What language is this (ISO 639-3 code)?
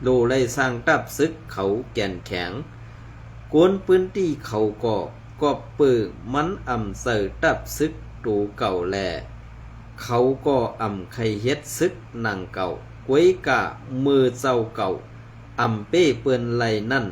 shn